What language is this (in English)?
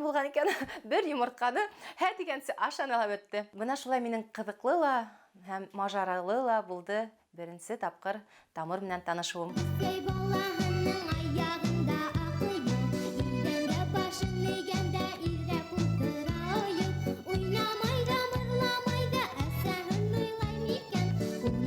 Bashkir